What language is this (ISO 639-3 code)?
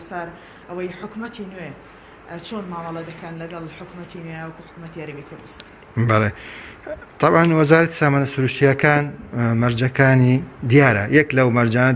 ckb